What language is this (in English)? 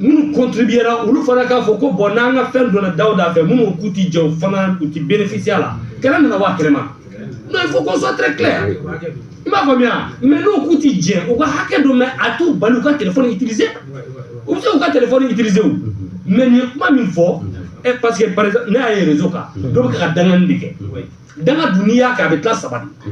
Bambara